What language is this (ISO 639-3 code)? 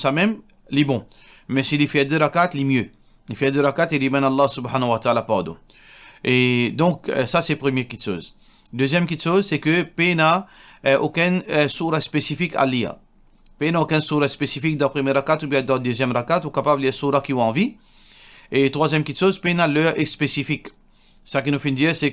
mfe